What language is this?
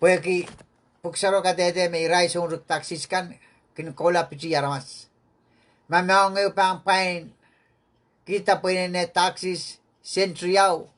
Pohnpeian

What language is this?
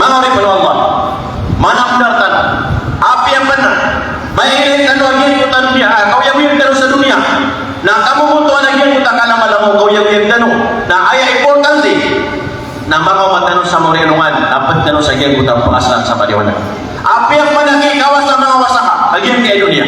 Maranao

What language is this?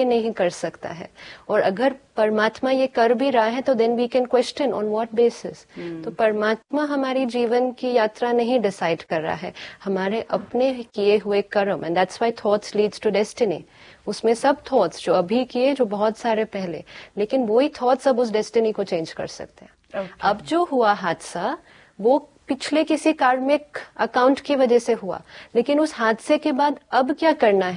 Hindi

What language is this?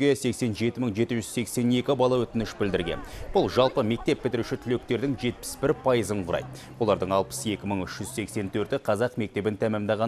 Kazakh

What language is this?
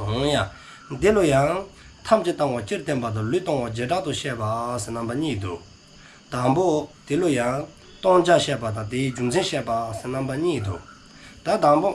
Dzongkha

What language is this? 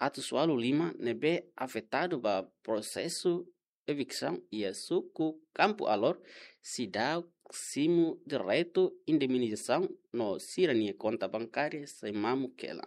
Tetum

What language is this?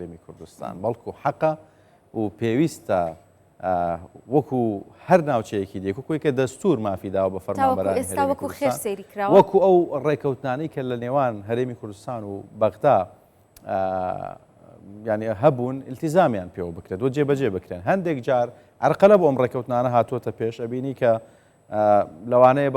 Central Kurdish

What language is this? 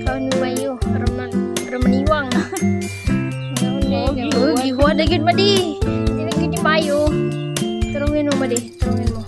Cebuano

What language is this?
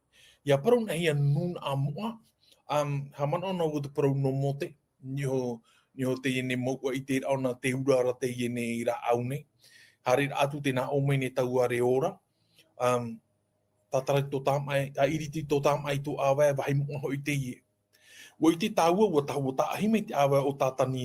Tahitian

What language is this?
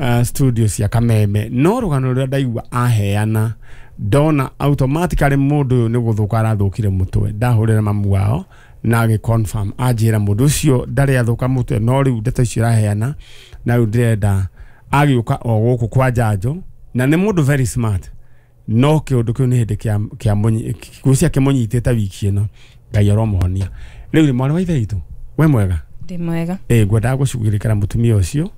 Kikuyu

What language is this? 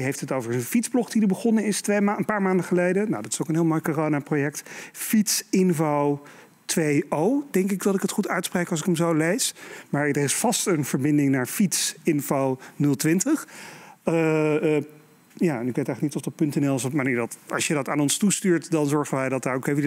Dutch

